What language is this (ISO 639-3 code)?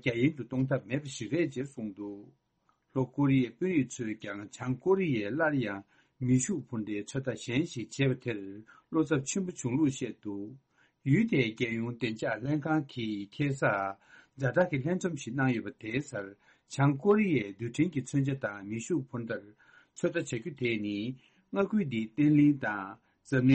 bod